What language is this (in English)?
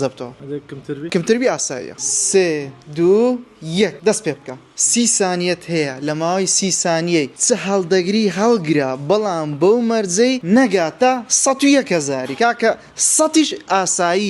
Central Kurdish